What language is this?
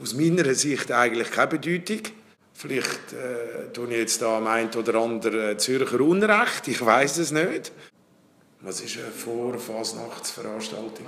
Swiss German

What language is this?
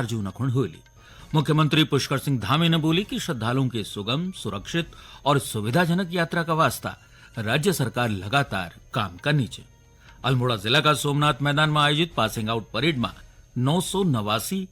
Garhwali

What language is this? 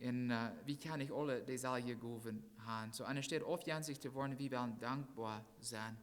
Plautdietsch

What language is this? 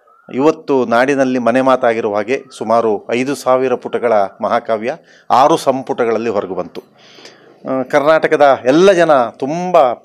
Kannada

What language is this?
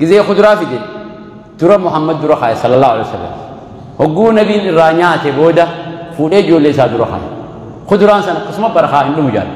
Oromo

